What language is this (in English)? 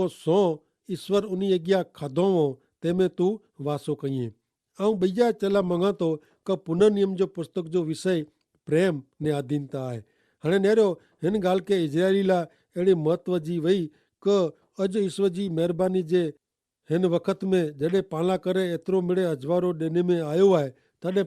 Kachhi